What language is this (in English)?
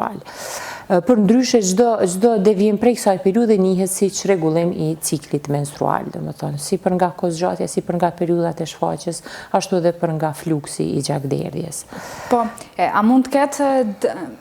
Albanian